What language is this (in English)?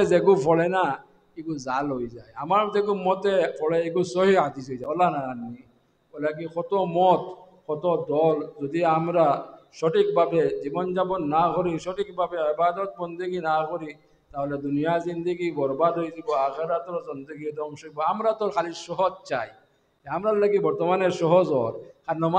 Sylheti